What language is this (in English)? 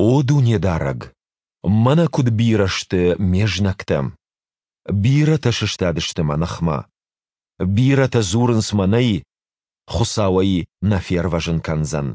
Ossetic